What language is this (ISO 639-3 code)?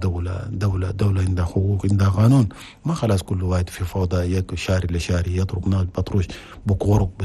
shu